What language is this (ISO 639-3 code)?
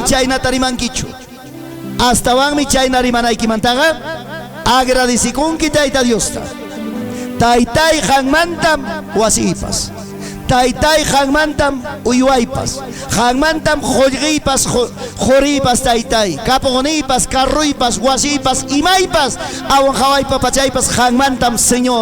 quy